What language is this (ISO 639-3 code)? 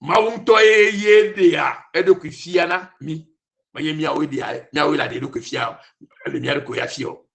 ewe